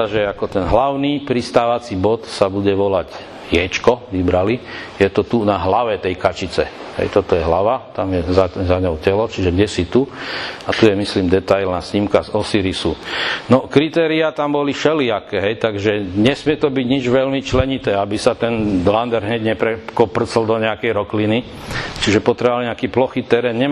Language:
Slovak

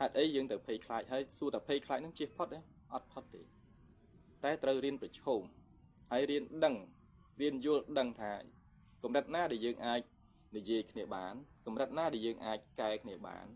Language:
Khmer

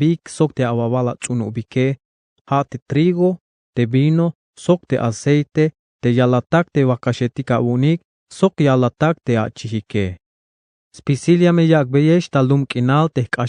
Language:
Tzeltal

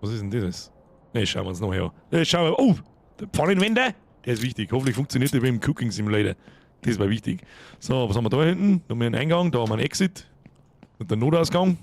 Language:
Bavarian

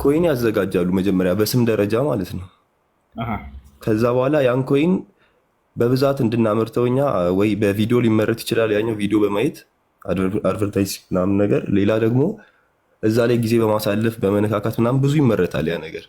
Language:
Amharic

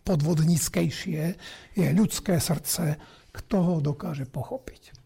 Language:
Slovak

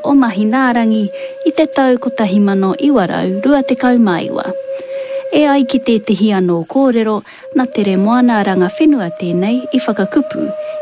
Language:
Māori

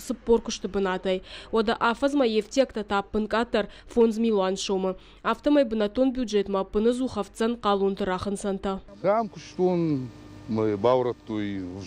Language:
Ossetic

